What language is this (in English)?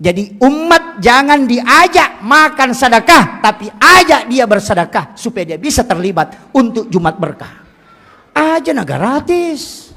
Buginese